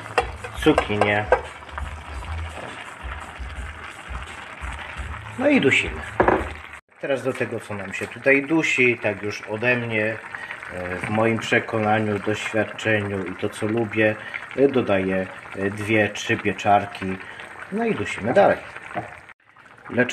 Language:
Polish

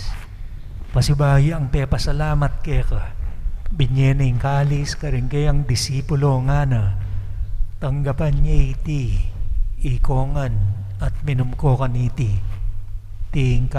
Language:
Pampanga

